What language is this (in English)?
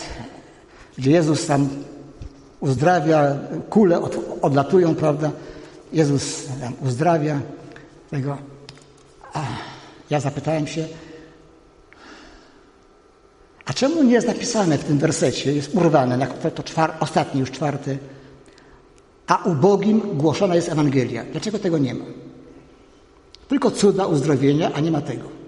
Polish